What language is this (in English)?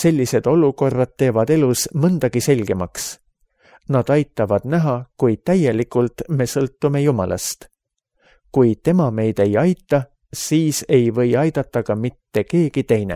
Estonian